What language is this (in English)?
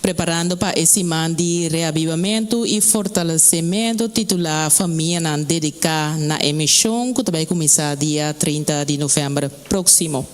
Papiamento